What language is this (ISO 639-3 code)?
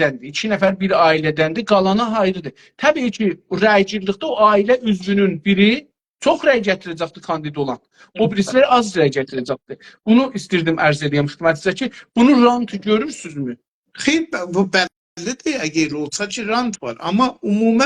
azb